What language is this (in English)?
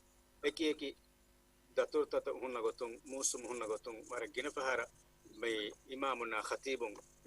Divehi